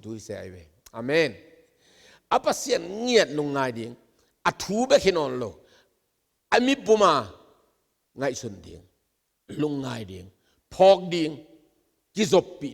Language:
Tedim Chin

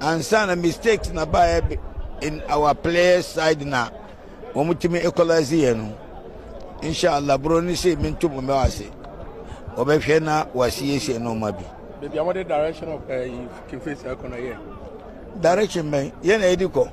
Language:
Akan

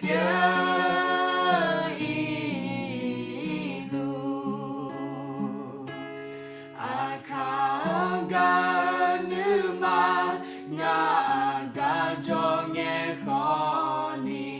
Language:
Akha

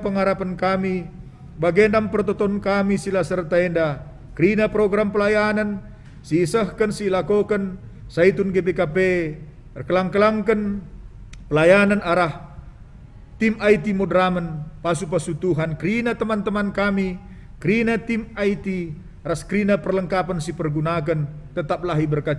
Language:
Batak Karo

